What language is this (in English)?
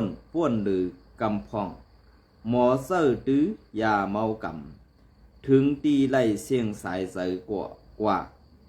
Shan